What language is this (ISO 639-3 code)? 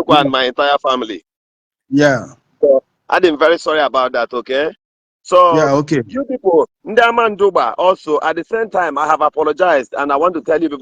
ibo